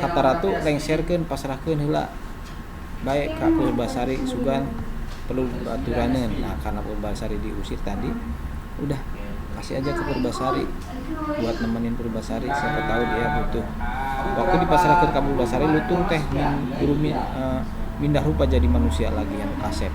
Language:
Sundanese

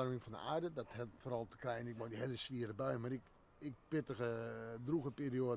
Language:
Western Frisian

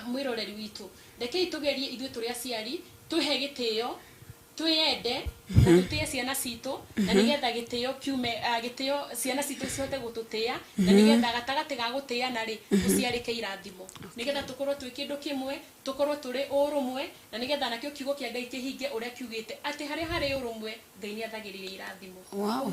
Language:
Kikuyu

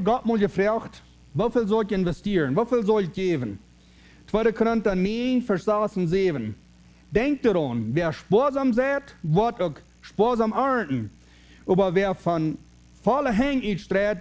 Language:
Plautdietsch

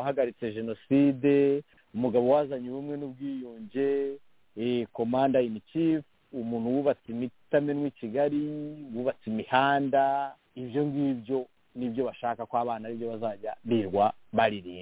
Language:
Kinyarwanda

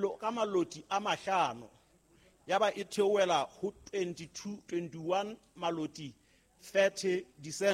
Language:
Southern Sotho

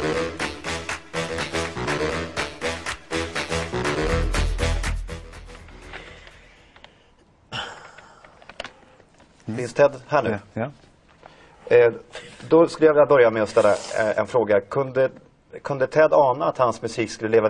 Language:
Swedish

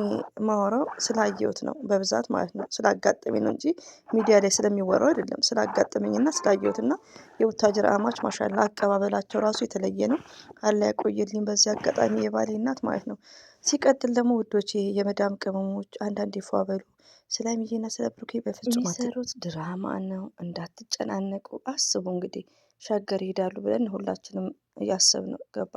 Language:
Amharic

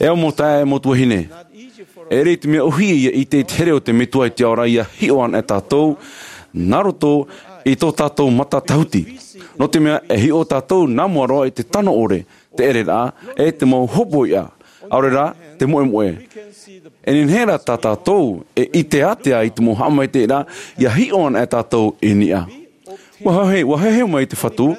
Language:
Tahitian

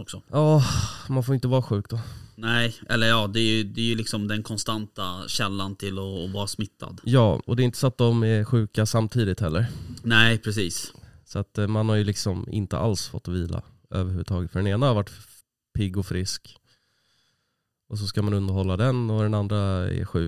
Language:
Swedish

